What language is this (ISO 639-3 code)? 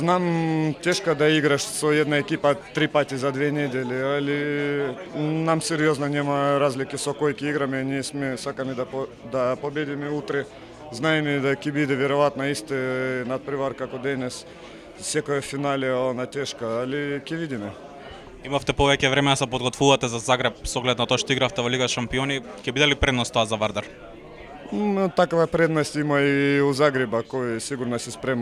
mkd